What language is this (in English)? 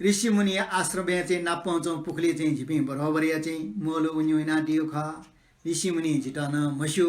Newari